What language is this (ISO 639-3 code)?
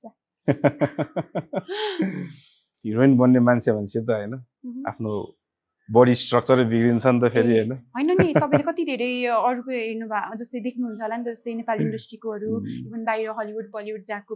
nep